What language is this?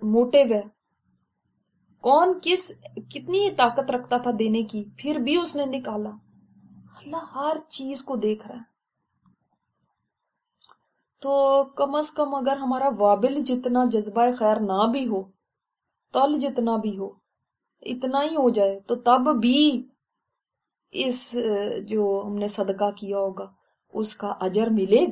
Urdu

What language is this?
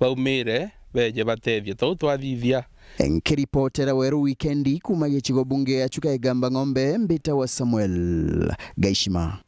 Meru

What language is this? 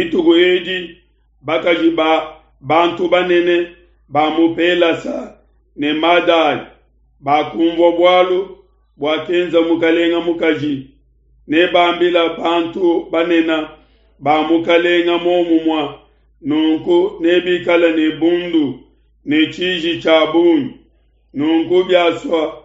Luba-Lulua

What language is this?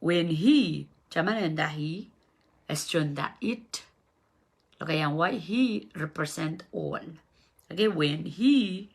Pohnpeian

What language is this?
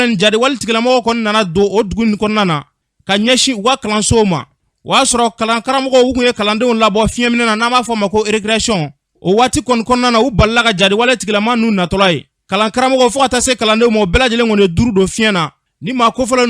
Bambara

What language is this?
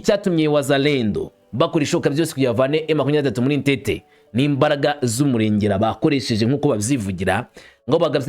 Kinyarwanda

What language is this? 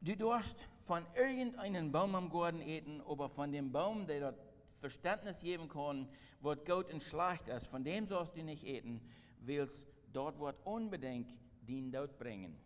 Plautdietsch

